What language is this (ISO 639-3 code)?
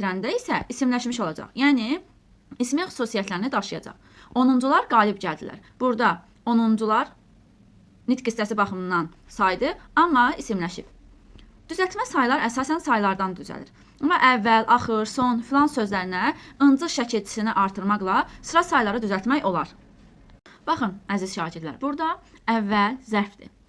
aze